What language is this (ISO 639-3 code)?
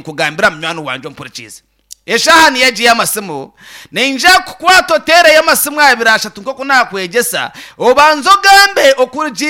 nyn